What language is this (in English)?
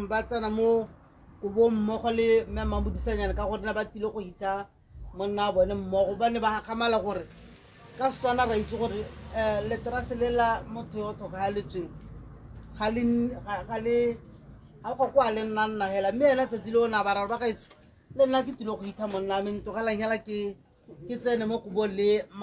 Tswana